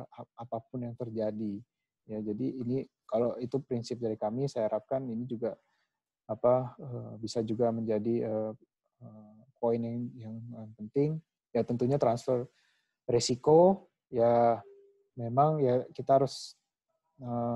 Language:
Indonesian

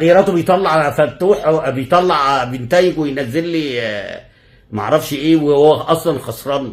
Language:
Egyptian Arabic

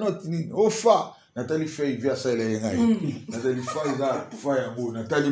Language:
Lingala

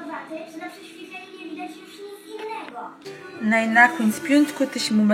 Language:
Kashubian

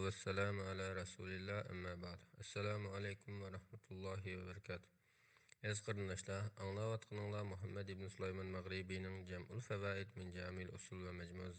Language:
Uyghur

